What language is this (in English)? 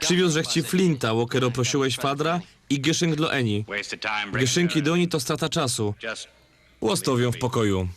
Silesian